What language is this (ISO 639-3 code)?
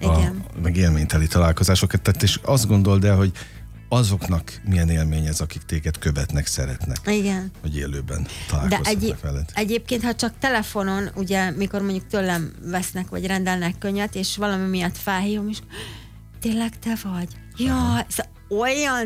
hun